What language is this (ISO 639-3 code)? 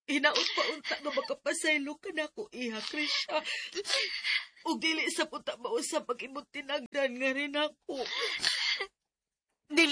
ceb